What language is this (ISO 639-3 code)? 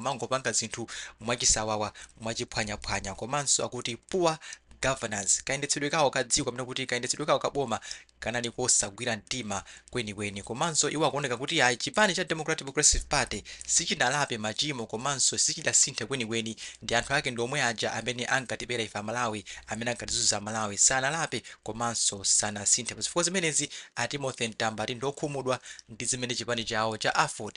nya